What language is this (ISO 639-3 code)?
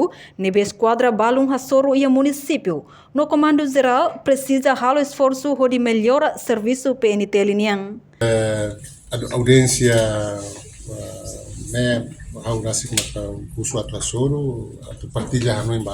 tet